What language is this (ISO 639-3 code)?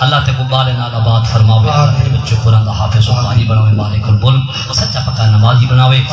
skr